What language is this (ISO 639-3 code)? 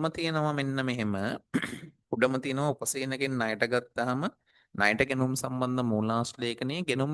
sin